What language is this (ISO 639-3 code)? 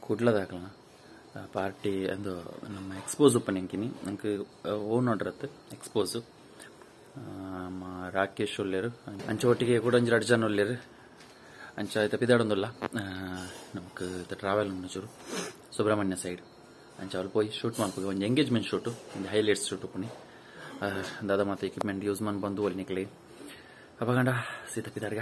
tcy